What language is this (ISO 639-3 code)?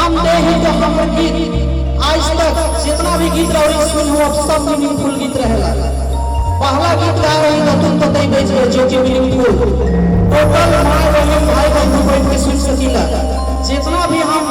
sck